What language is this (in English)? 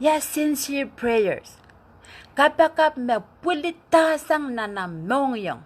Pohnpeian